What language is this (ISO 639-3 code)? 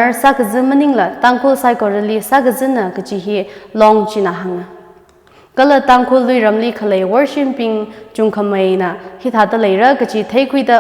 nmf